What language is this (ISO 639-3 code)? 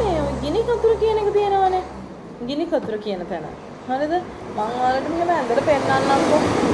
sin